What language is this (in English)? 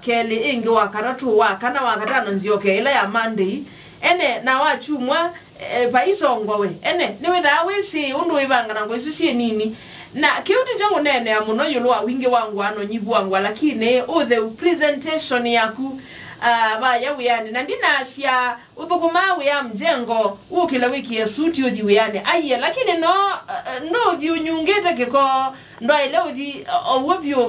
Kamba